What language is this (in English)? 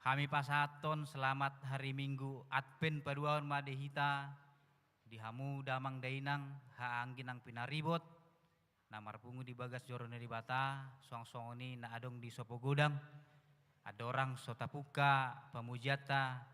Batak Toba